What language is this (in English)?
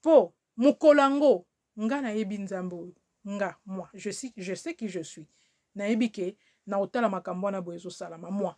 Lingala